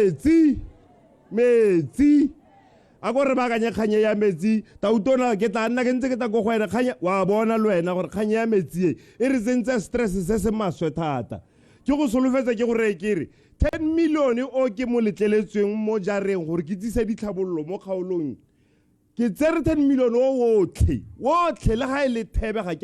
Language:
Tswana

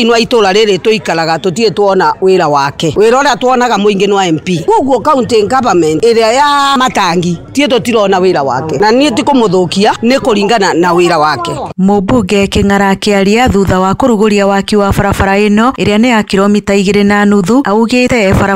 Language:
Kikuyu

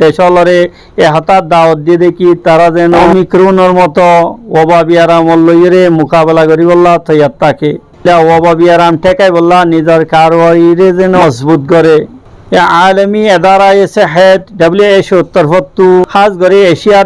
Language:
Rohingya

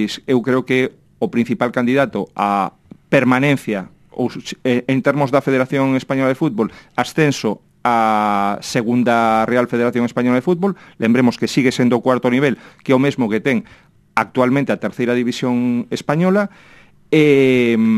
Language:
Galician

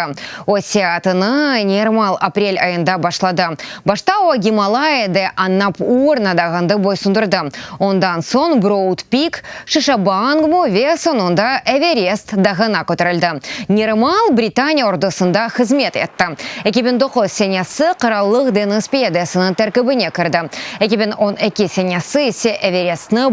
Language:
Crimean Tatar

